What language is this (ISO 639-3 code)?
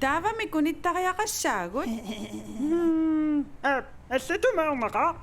kal